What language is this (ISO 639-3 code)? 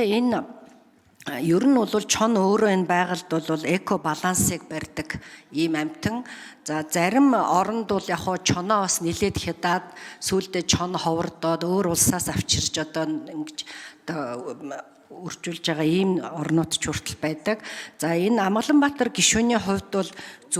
mon